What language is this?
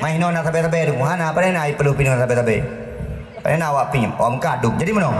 Achinese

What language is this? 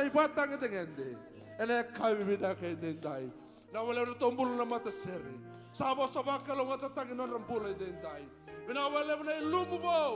Fijian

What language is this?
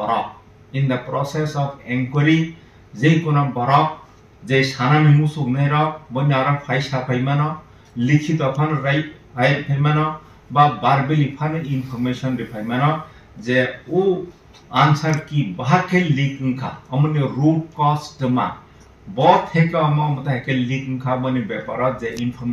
Kok Borok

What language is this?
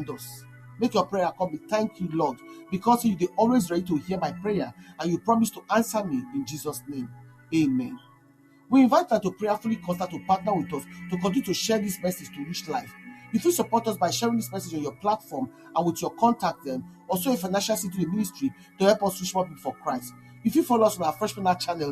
Nigerian Pidgin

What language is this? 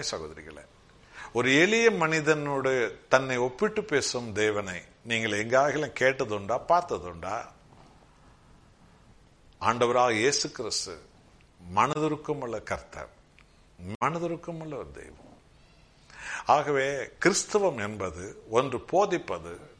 Tamil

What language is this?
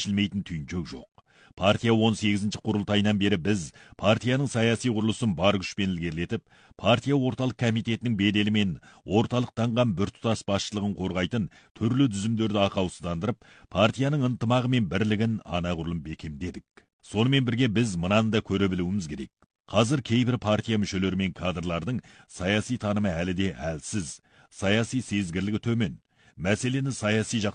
Kazakh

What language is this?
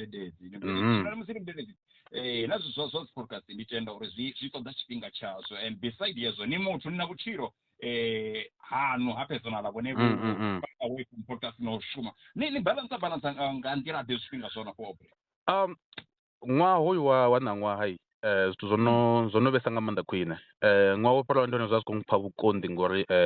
Venda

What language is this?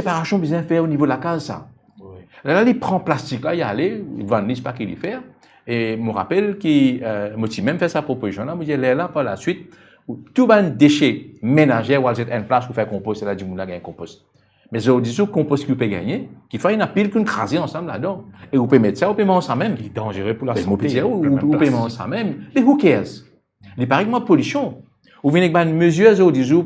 Morisyen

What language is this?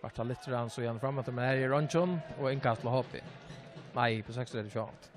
Faroese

